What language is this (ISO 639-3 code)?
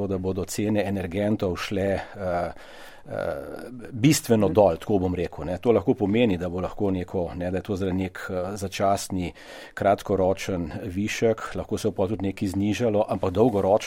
slv